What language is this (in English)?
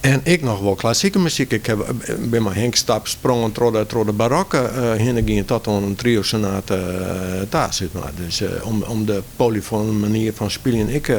Western Frisian